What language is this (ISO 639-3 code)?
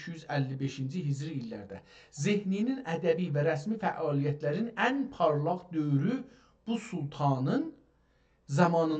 azb